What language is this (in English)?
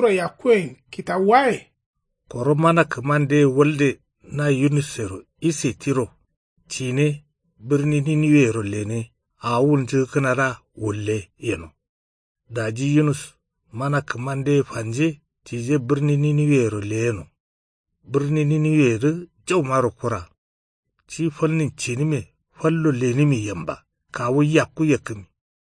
Kanuri